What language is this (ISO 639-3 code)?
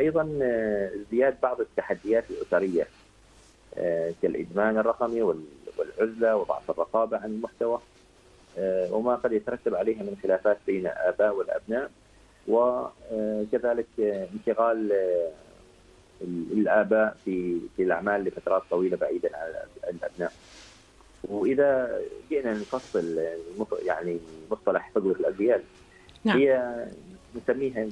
ara